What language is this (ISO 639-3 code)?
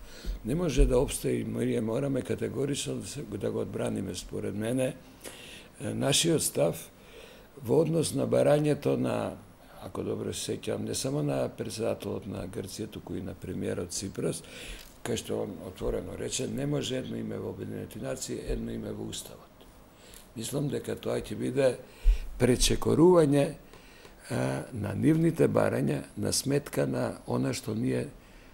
mkd